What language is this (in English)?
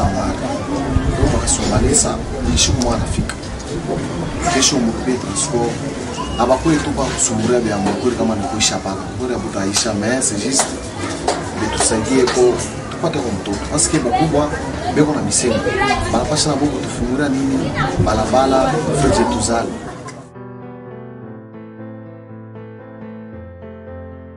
Swahili